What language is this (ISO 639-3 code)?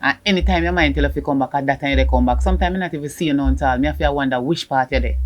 jam